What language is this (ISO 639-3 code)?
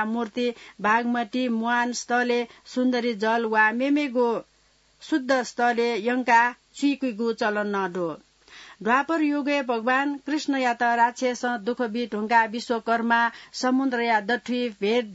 new